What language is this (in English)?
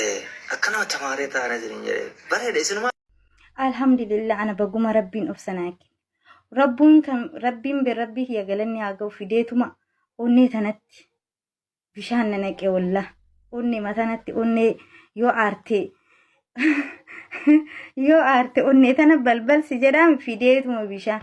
Oromo